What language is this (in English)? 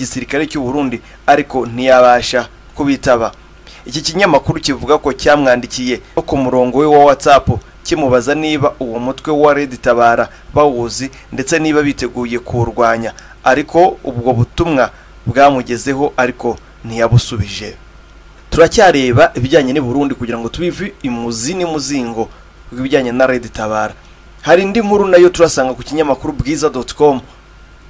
Kinyarwanda